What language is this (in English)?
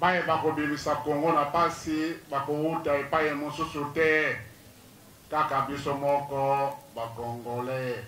Lingala